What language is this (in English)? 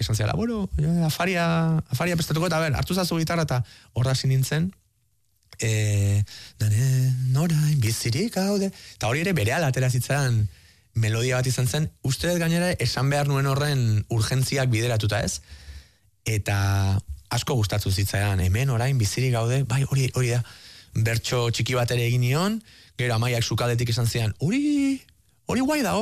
Basque